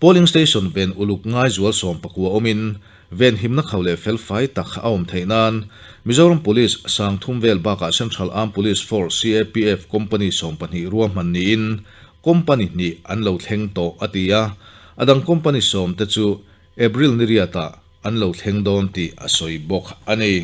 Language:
Mizo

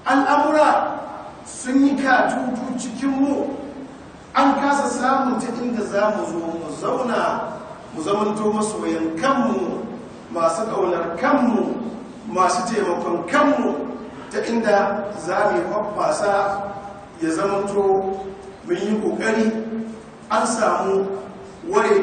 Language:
Hausa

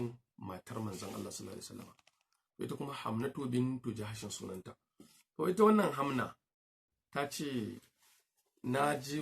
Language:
Hausa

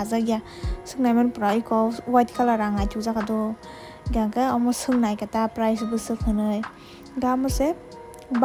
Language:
Kok Borok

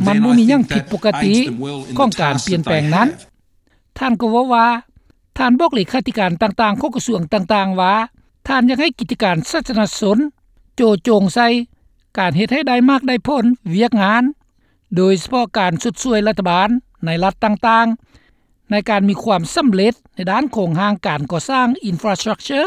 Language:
Lao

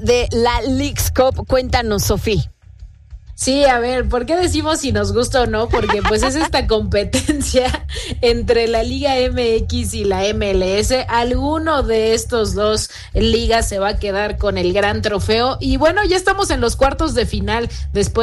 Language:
Spanish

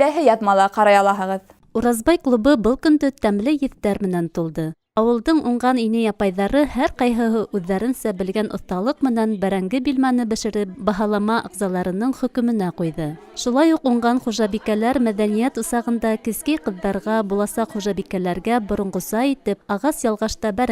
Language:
Bashkir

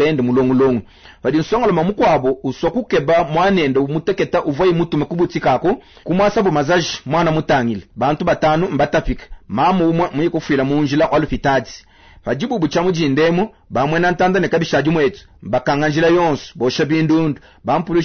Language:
Luba-Lulua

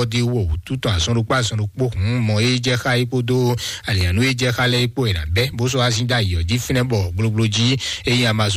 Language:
Fon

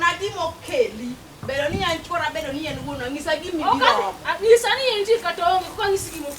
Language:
Luo (Kenya and Tanzania)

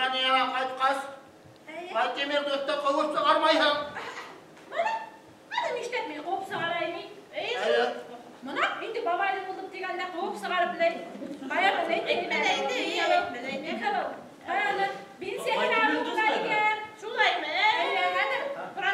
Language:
Bashkir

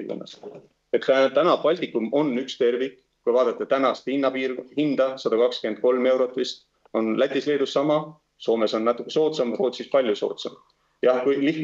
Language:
Estonian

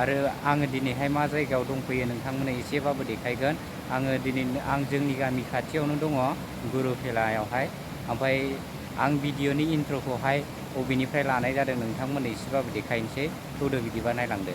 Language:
Bodo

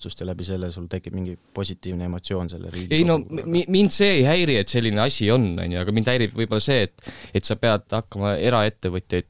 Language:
Estonian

